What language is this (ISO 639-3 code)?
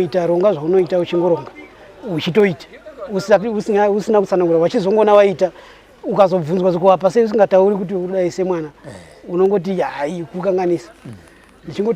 sna